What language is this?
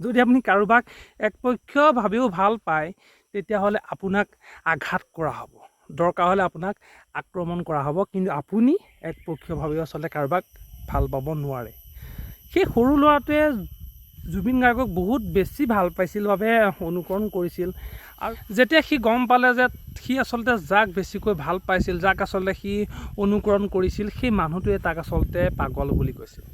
Assamese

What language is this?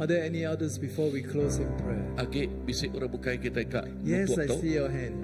Iban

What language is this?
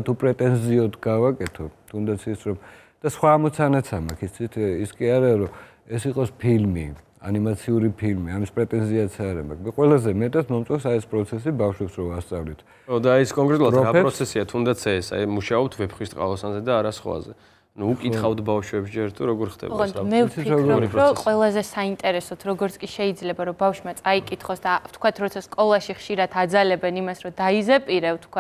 Georgian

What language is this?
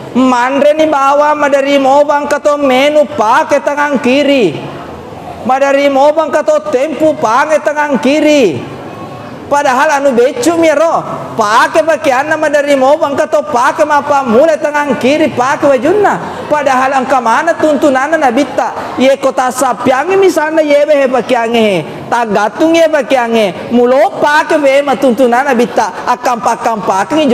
Buginese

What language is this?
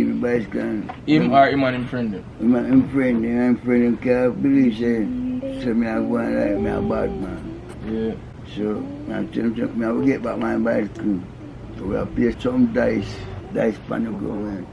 Jamaican Creole English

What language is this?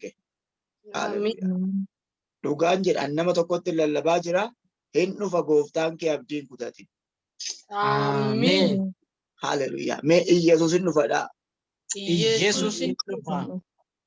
Oromo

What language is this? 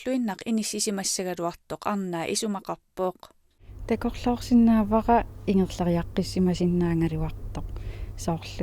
Kalaallisut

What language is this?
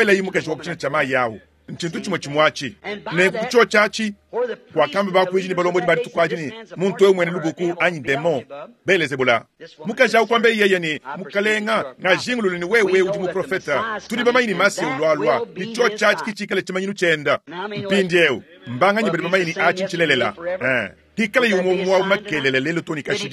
Luba-Lulua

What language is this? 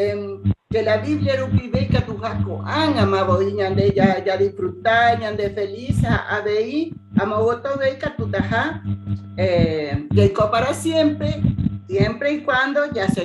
Guarani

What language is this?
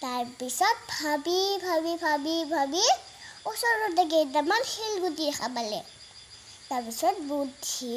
Assamese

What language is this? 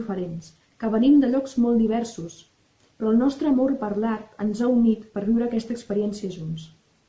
Catalan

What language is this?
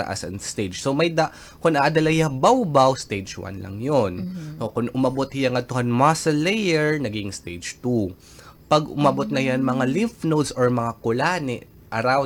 Waray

